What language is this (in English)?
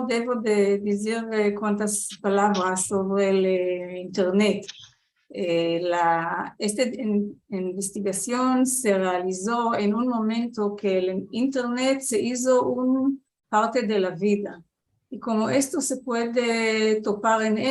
Ladino